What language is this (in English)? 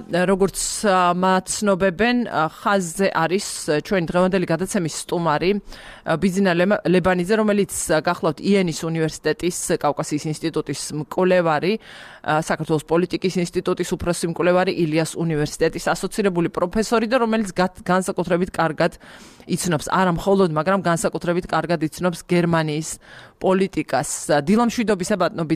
Georgian